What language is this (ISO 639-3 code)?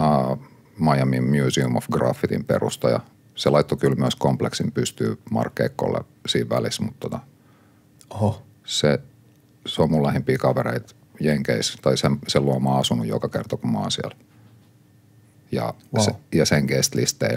fin